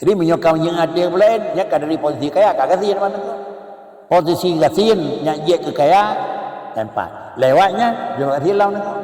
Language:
Achinese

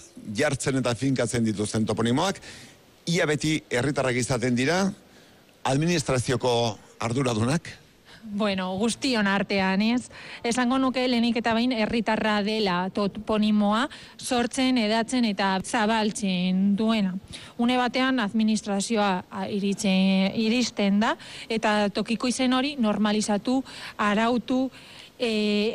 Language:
Basque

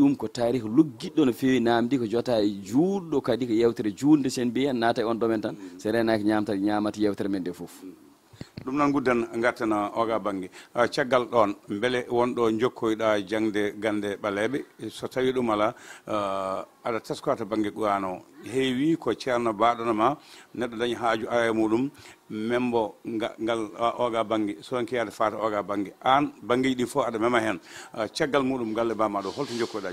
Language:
Fula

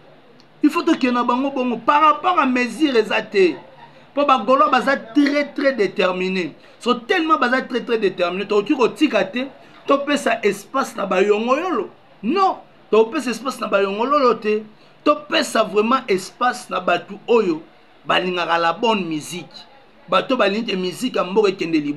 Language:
Lingala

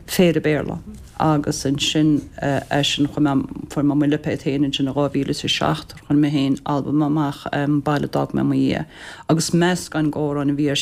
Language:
Irish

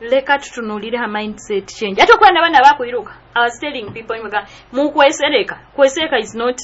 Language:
Nyoro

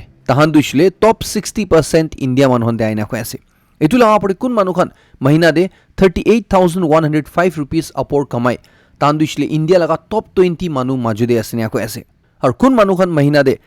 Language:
Naga Pidgin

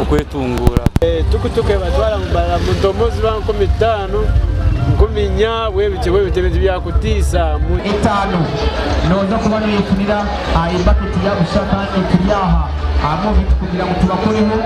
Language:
Nyankole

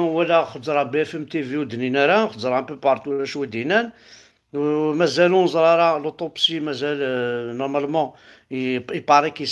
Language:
Kabyle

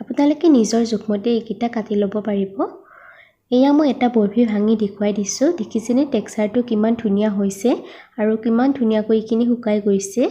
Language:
Assamese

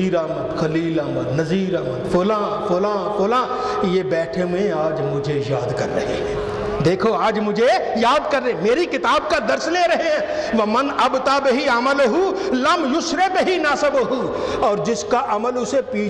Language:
Urdu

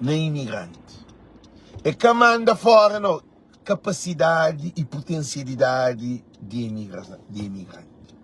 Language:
Kabuverdianu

